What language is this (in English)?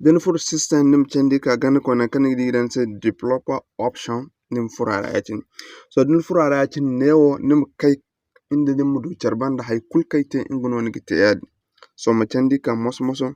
Zarma